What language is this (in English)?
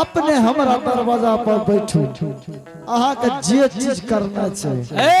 Angika